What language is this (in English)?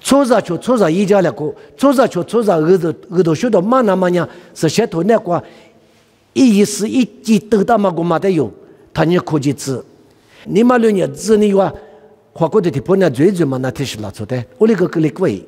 Lisu